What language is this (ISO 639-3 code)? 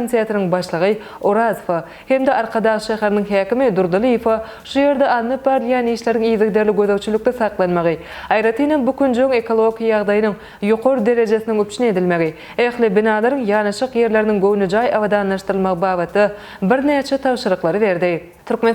tuk